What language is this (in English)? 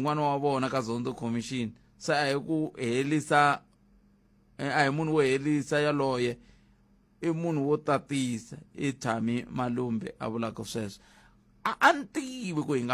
Tsonga